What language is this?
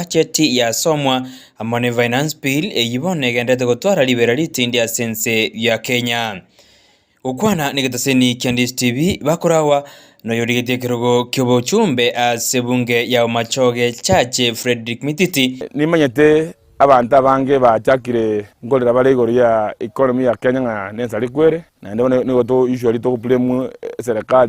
Gusii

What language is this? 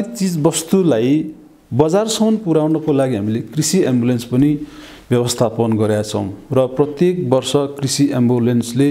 Nepali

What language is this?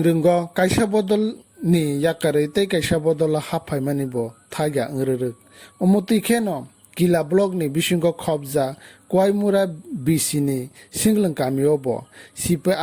Kok Borok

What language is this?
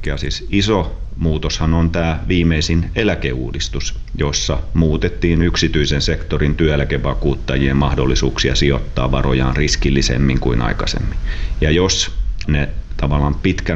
Finnish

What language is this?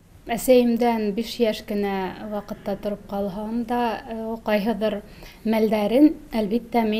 Tatar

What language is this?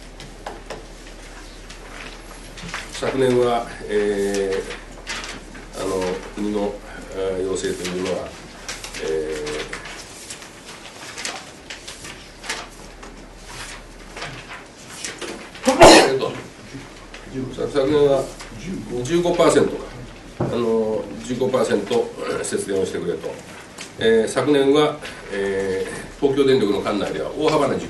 Japanese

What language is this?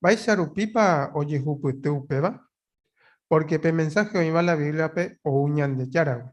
Guarani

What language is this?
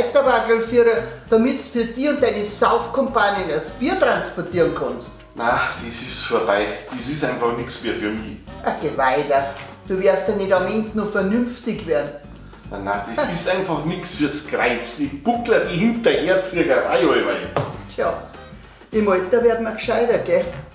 Bavarian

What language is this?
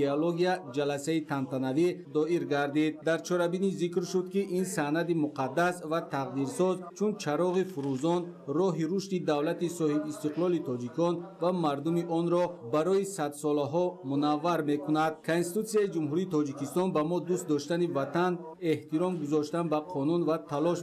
Tajik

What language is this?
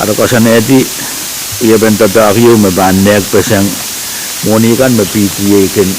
Pohnpeian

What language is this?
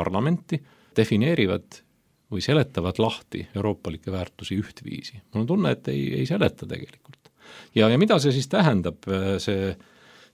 Estonian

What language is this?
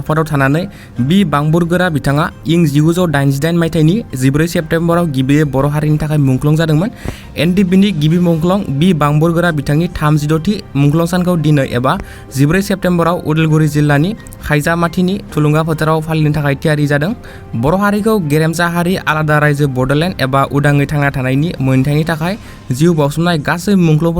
Bodo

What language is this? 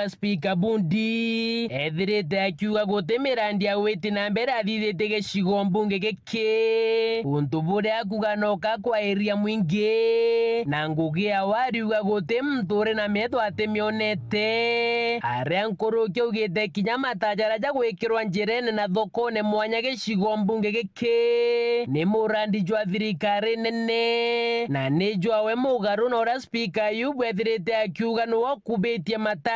Meru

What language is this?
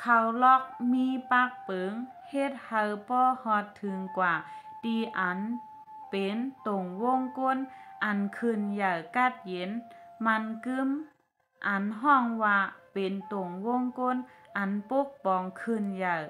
Shan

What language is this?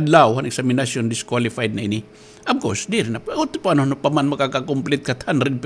Waray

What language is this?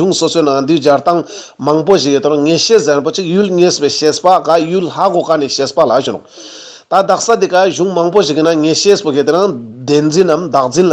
Ladakhi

